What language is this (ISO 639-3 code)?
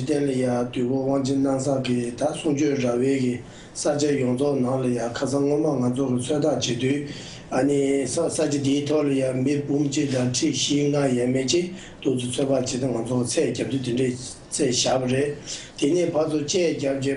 bod